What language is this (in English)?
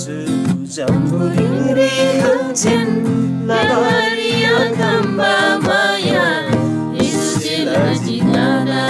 Eastern Tamang